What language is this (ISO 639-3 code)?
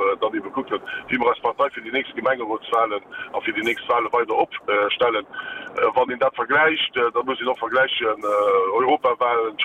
ltz